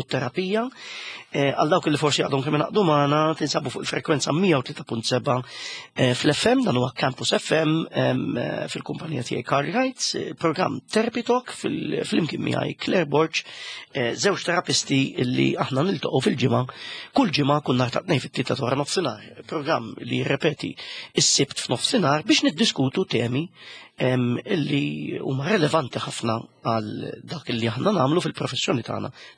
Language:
Maltese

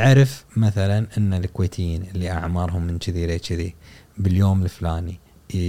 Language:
Gulf Arabic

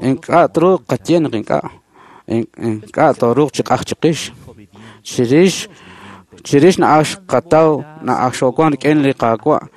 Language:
Kekchí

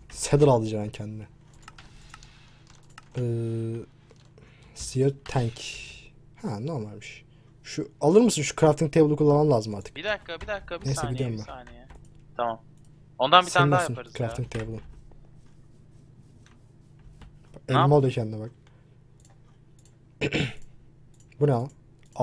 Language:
Turkish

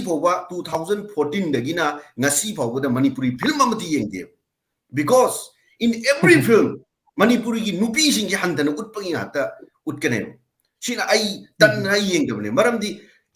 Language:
Manipuri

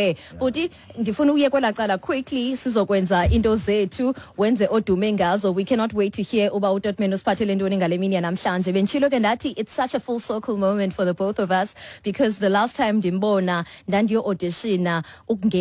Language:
Xhosa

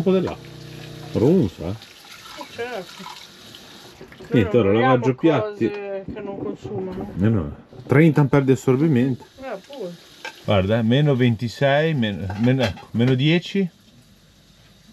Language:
Italian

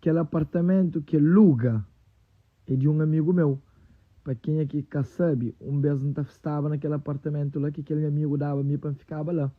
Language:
Kabuverdianu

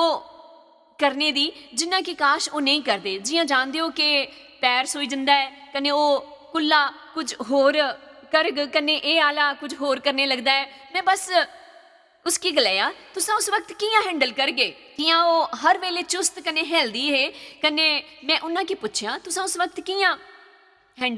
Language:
Dogri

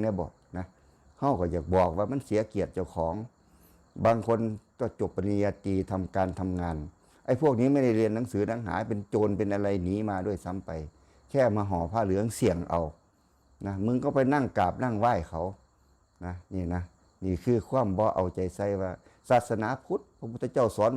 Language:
Northeastern Thai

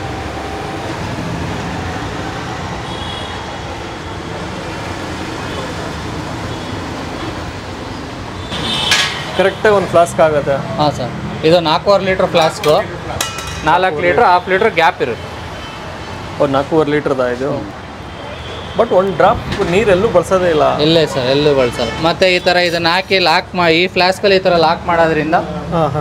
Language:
Kannada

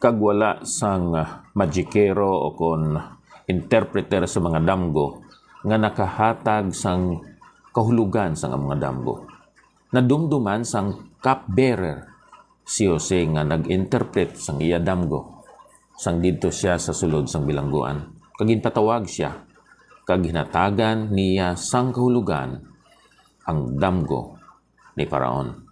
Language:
Hiligaynon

